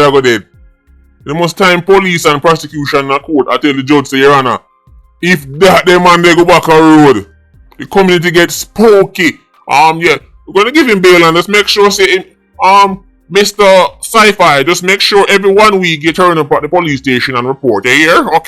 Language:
Jamaican Creole English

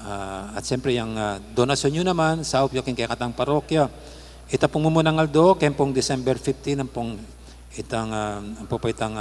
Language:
Pampanga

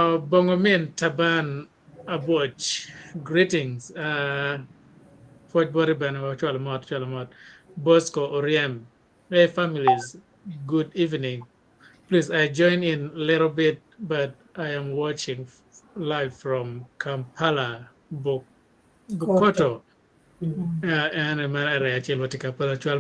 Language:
Acoli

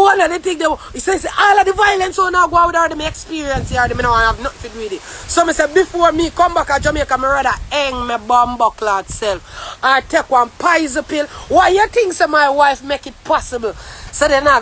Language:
Jamaican Creole English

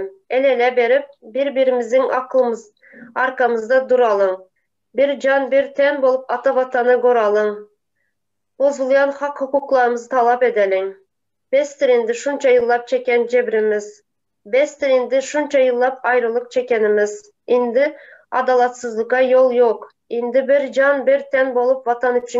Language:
Turkmen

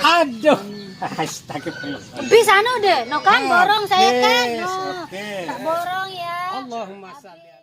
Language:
Sasak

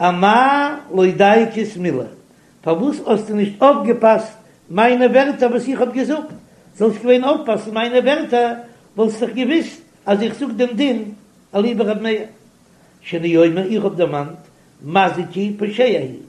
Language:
Yiddish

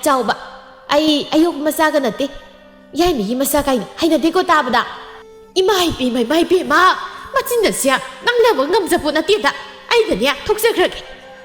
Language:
Manipuri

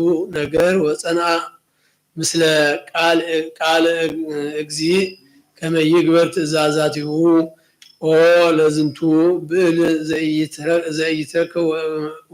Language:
Geez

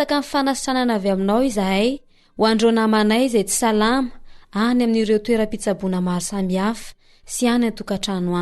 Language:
Malagasy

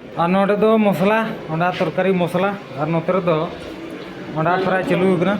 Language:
Santali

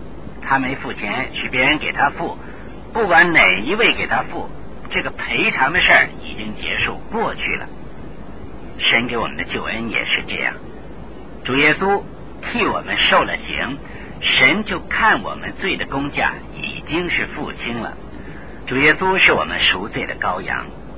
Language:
Chinese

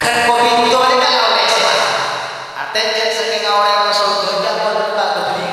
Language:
Madurese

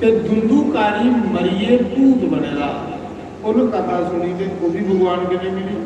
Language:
Dogri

